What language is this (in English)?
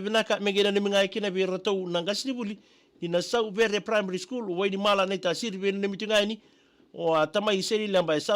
Fijian